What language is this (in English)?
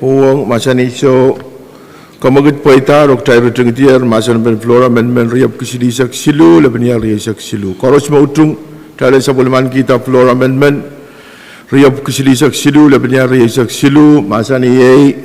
Pohnpeian